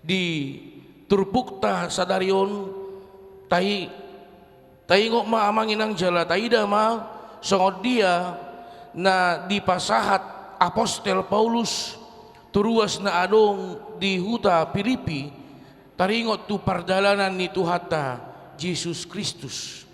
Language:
Batak Toba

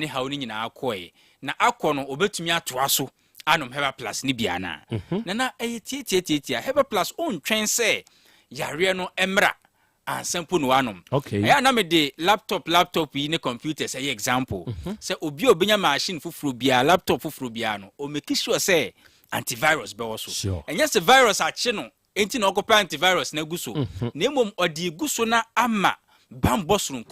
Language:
Akan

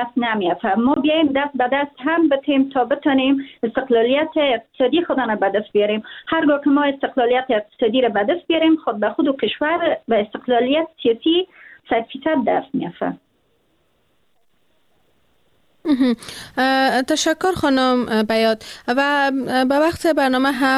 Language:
Persian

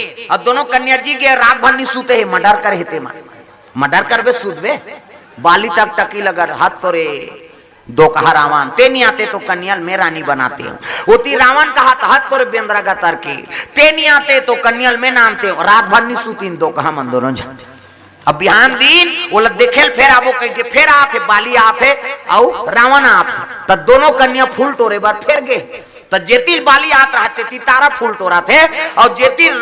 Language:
Chhattisgarhi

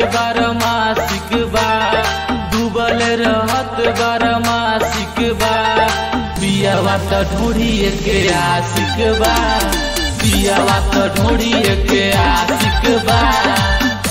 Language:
Bhojpuri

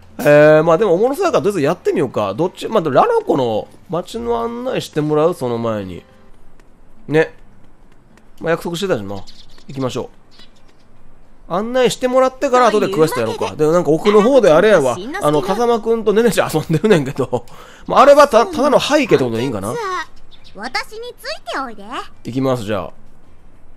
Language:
Japanese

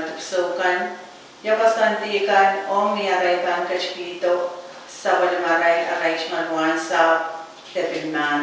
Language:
Pohnpeian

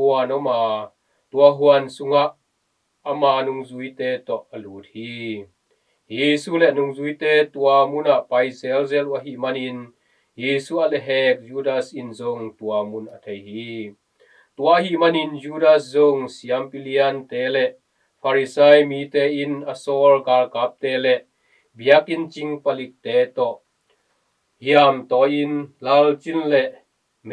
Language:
Tedim Chin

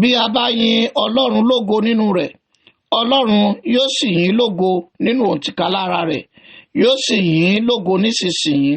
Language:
Yoruba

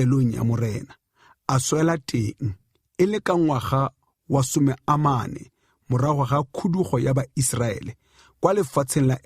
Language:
Tswana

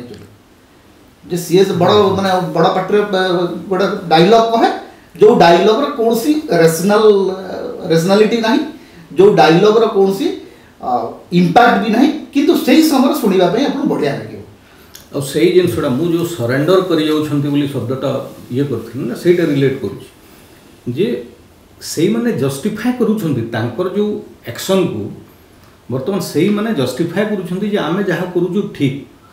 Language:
Odia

